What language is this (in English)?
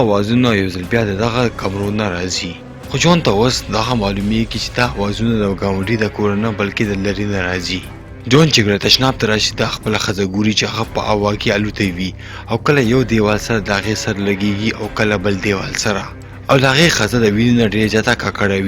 Pashto